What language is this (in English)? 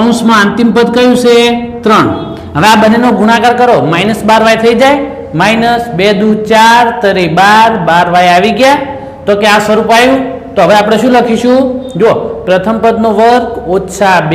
Gujarati